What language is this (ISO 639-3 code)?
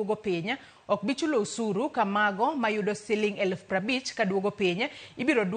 luo